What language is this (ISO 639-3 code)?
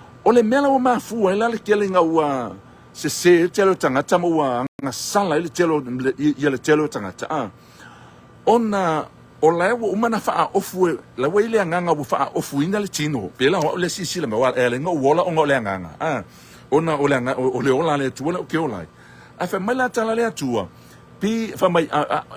smo